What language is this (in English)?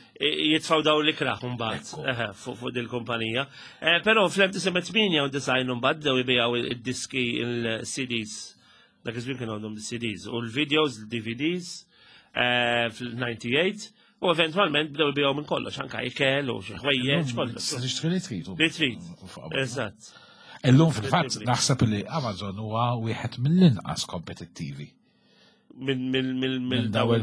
Maltese